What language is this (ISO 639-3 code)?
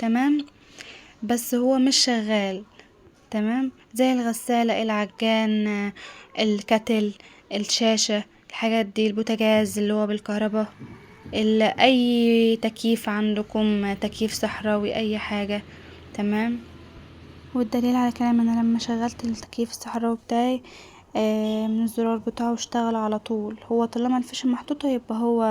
arz